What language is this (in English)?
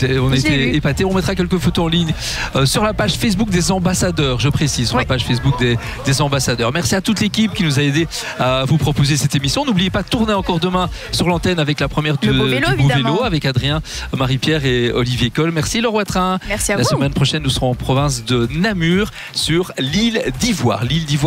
French